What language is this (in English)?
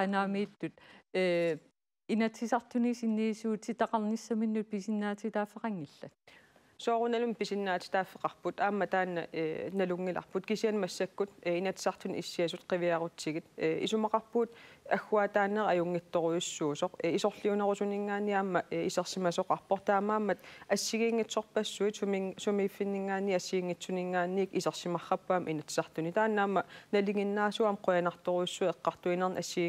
Kalaallisut